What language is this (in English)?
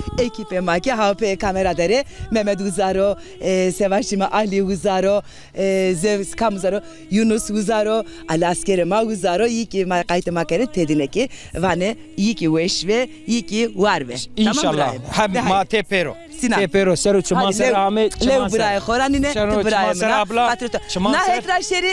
Zaza